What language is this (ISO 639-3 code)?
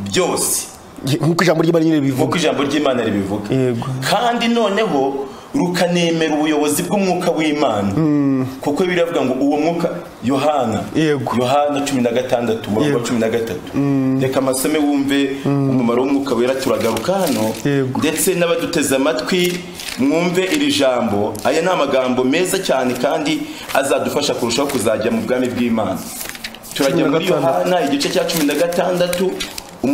kin